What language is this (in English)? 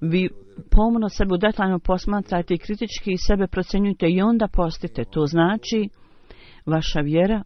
Bosnian